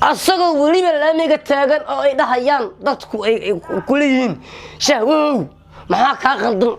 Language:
Somali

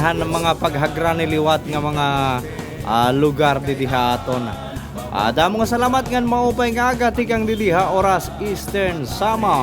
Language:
Waray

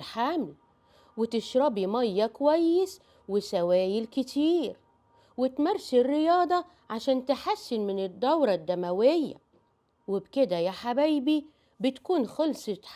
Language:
Egyptian Arabic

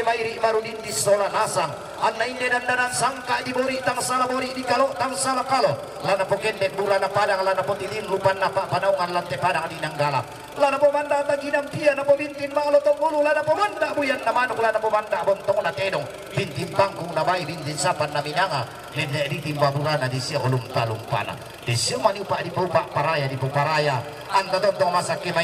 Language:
Toraja-Sa'dan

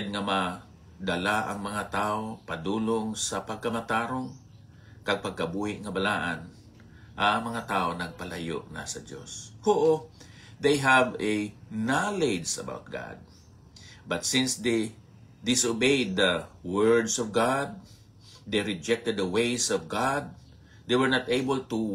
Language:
Hiligaynon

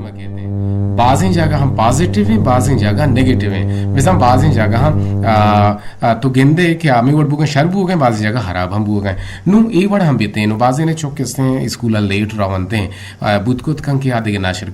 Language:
Eastern Balochi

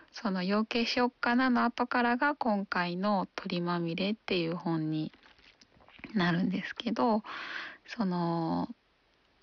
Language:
Japanese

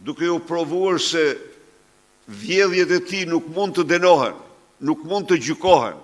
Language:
Albanian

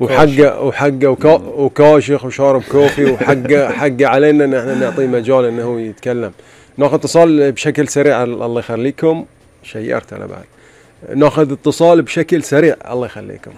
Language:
Gulf Arabic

